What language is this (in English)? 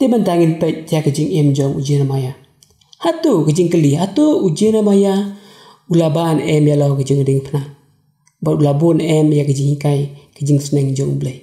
Khasi